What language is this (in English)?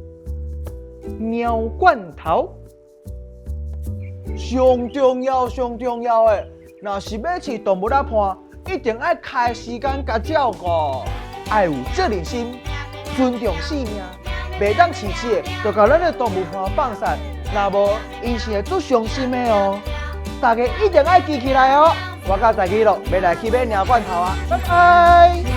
Min Nan Chinese